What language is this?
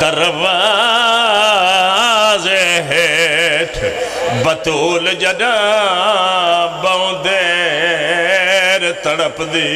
Pahari-Potwari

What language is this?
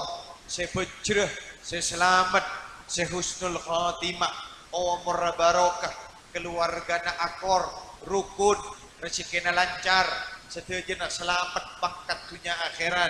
Madurese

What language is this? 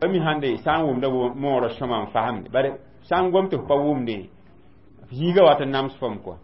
Mossi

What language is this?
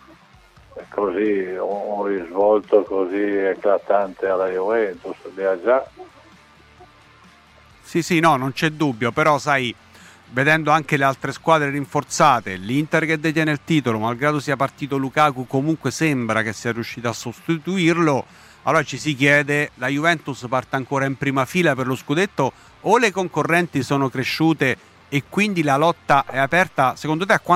Italian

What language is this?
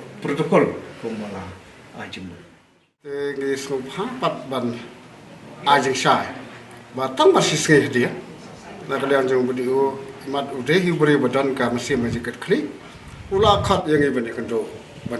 Khasi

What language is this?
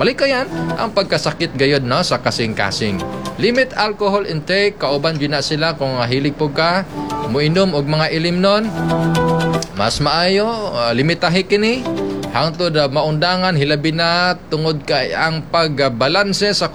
Cebuano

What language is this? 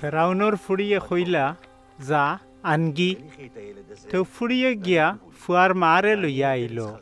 Sylheti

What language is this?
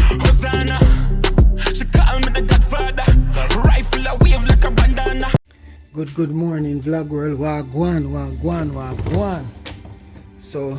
Jamaican Creole English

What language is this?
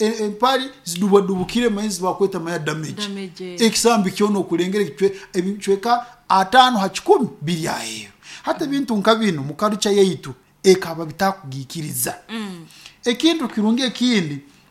Nyoro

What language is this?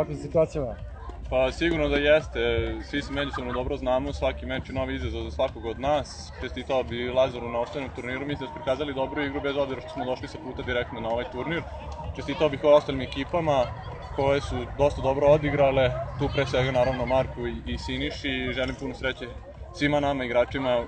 Serbian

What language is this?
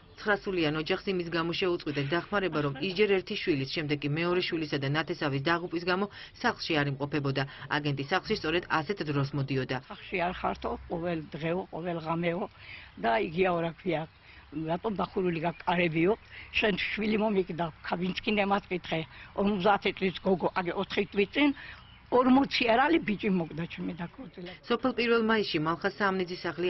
Georgian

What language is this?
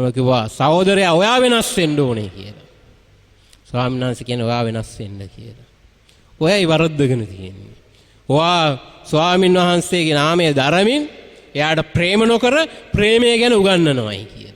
Sinhala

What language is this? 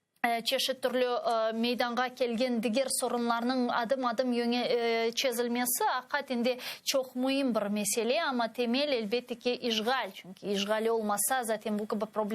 Crimean Tatar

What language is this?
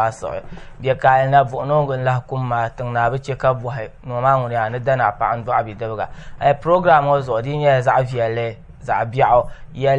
Dagbani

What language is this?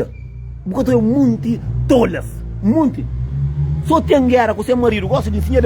Kabuverdianu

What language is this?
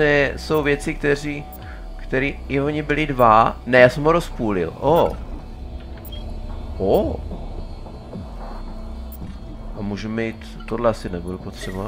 Czech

